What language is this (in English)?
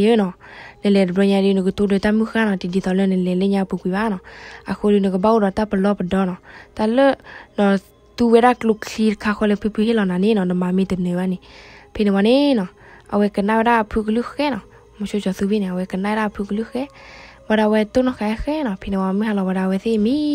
S'gaw Karen